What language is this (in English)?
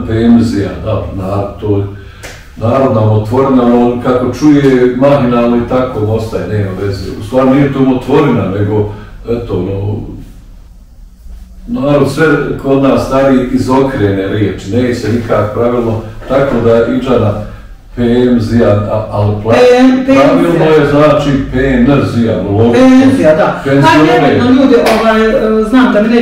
Bosnian